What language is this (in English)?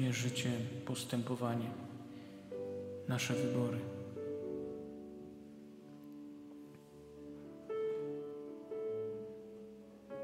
Polish